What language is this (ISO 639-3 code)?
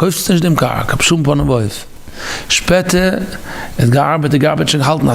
yid